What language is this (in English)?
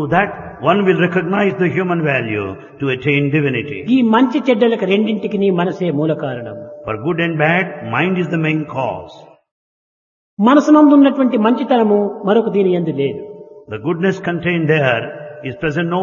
Telugu